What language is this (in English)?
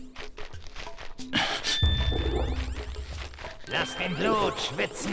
German